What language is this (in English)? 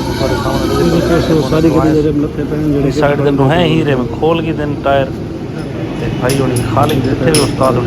Saraiki